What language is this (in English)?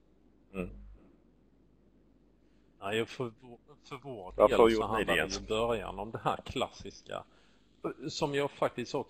Swedish